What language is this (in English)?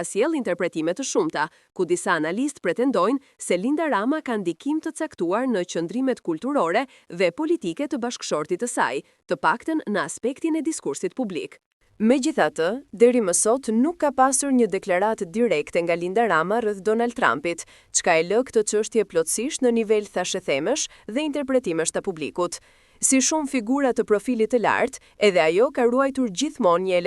Albanian